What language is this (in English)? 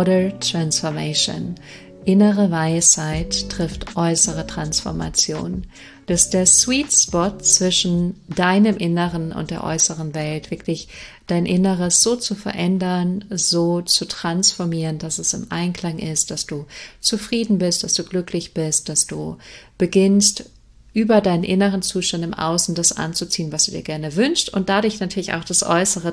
German